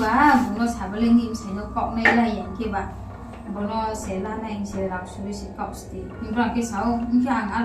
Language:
Riang (India)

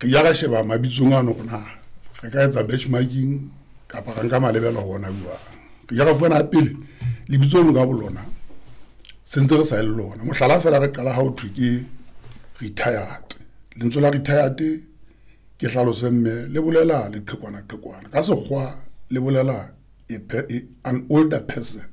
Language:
Southern Sotho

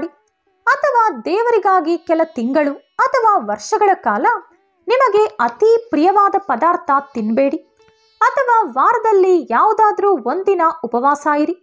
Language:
Kannada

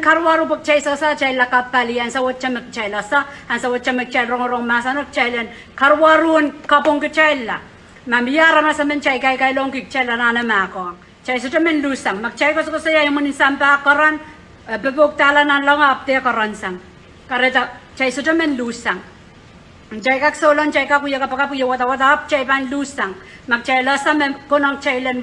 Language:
Pohnpeian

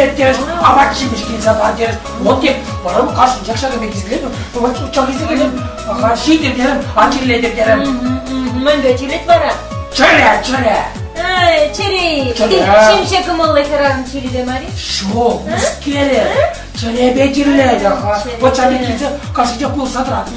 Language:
Chuvash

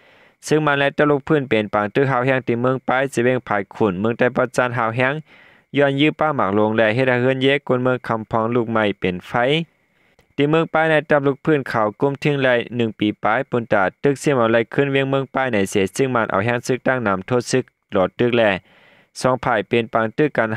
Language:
Shan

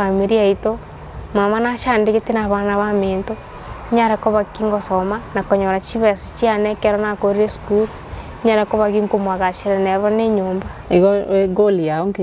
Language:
Gusii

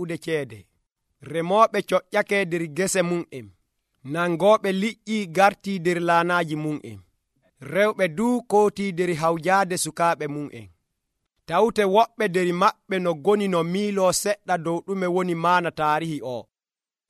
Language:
Nigerian Fulfulde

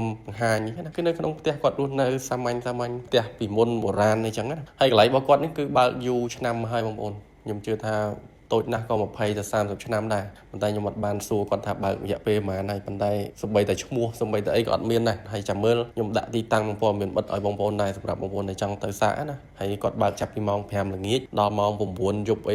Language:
Khmer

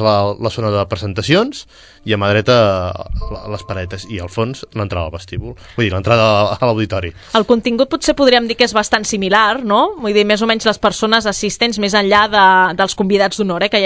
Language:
Catalan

